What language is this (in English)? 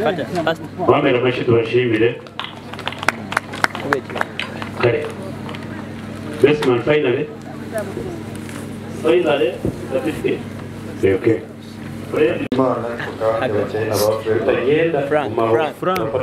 Kinyarwanda